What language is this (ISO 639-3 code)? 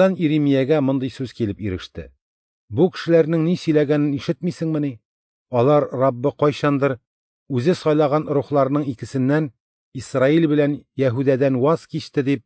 tat